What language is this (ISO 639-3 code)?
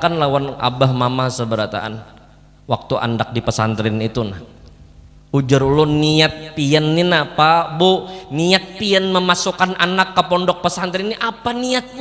bjn